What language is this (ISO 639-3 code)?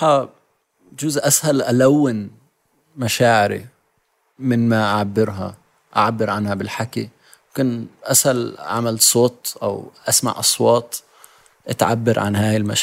apc